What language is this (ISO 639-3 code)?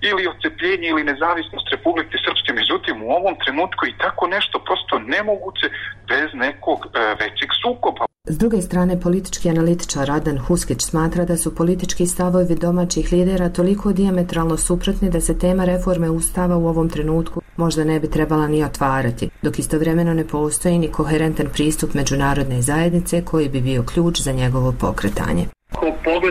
bos